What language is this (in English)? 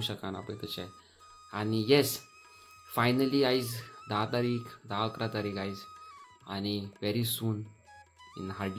Konkani